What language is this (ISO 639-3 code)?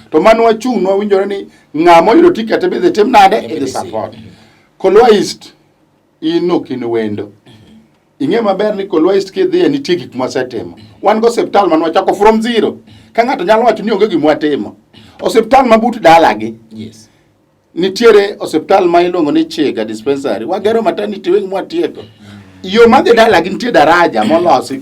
luo